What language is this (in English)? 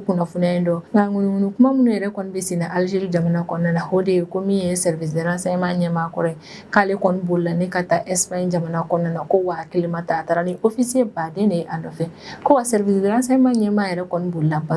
Bambara